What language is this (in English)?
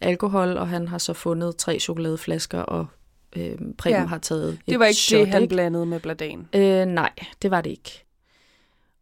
Danish